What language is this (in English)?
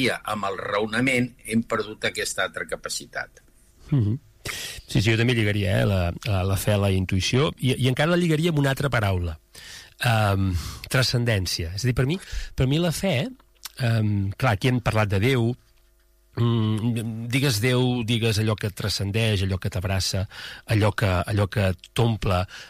Catalan